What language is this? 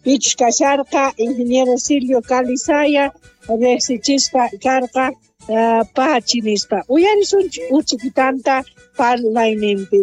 South Bolivian Quechua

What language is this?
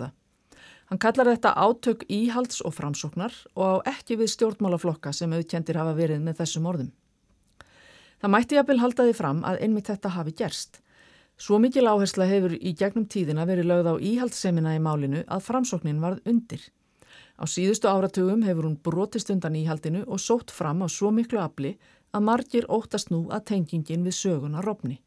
Icelandic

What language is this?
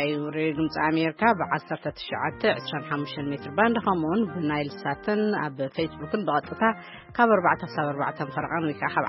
Tigrinya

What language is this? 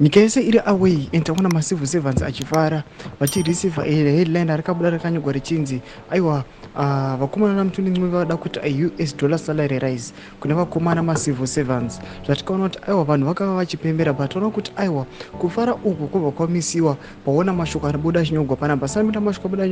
Shona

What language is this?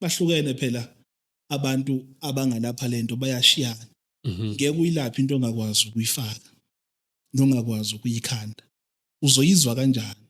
Zulu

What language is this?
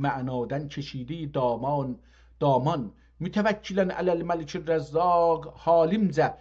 South Azerbaijani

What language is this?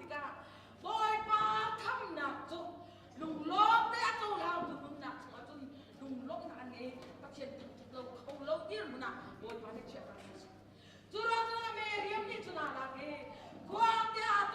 Hakha Chin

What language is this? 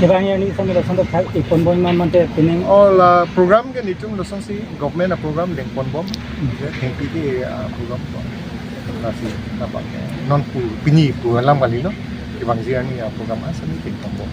Karbi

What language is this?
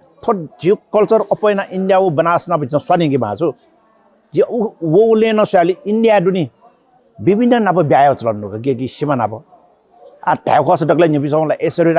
Newari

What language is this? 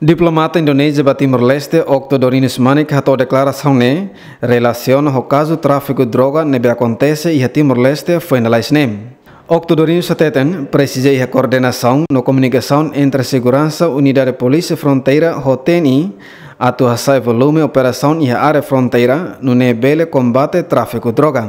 Tetum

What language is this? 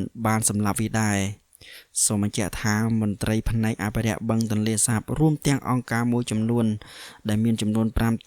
Khmer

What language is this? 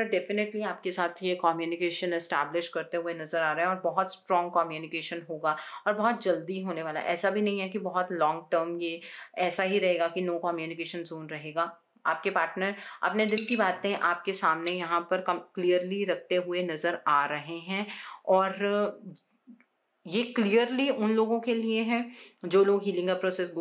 Hindi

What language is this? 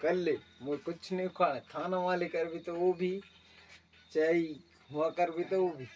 Chhattisgarhi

